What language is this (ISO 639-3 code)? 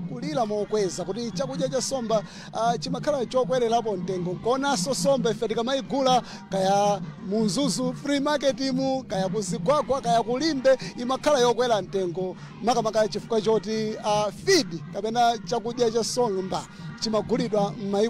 nya